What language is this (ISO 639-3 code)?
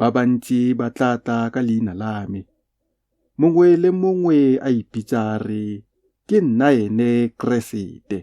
tsn